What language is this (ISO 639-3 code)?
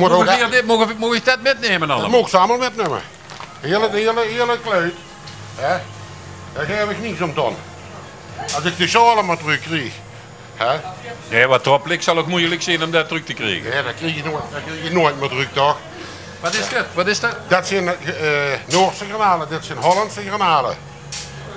lim